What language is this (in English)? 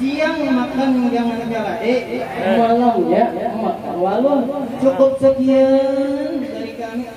Banjar